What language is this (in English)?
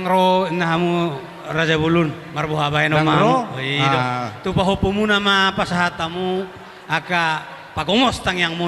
Batak Toba